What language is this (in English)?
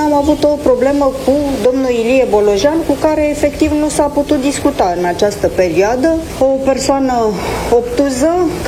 Romanian